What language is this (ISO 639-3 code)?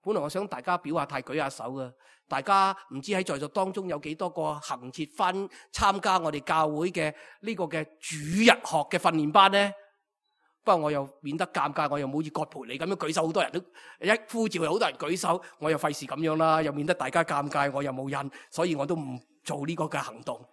yue